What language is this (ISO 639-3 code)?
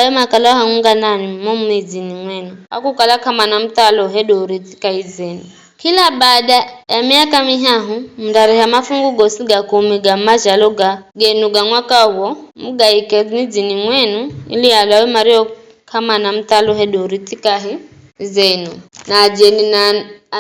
nyf